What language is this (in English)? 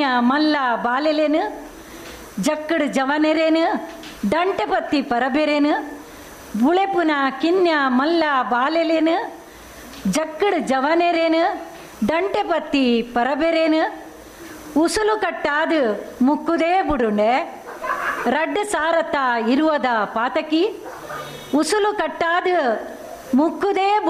Tulu